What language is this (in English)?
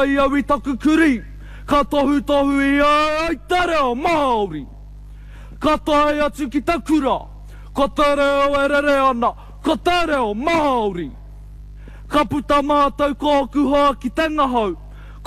Māori